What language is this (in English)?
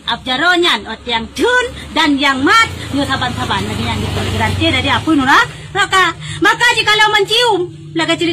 Achinese